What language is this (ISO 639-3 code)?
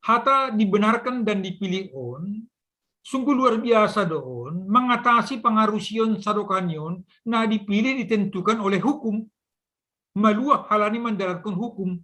bts